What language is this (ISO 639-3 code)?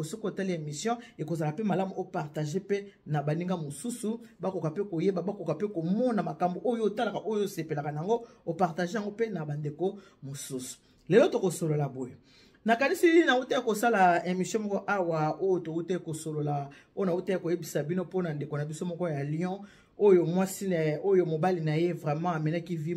lin